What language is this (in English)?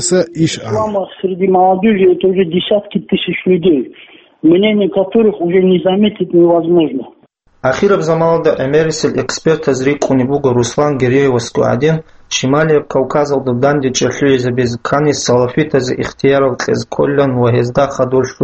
Avaric